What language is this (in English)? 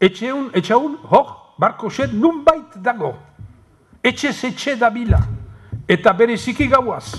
Basque